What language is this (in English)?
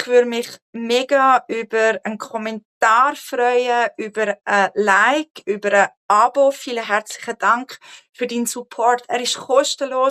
Swiss German